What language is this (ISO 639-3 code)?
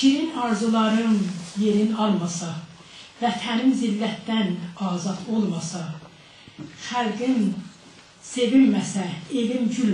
azb